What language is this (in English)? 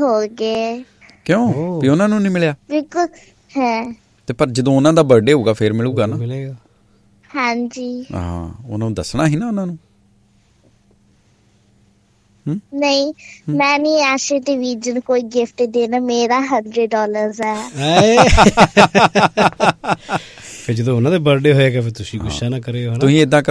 Punjabi